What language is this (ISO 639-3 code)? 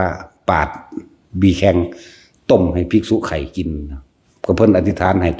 tts